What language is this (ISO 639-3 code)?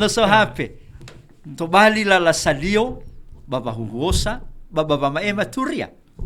nia